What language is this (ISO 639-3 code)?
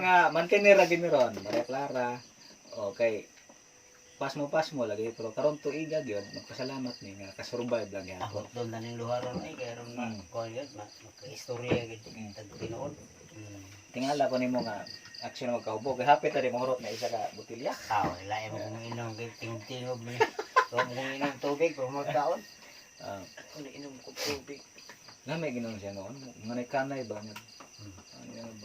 ceb